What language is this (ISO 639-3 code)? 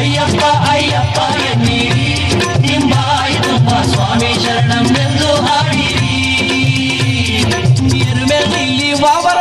kan